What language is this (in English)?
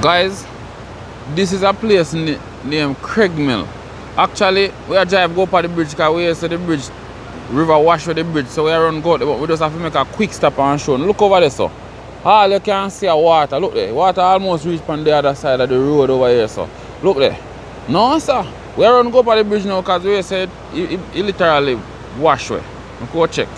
Jamaican Creole English